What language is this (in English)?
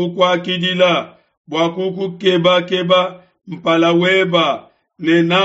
Luba-Lulua